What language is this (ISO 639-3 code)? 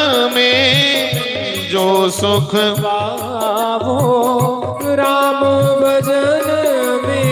doi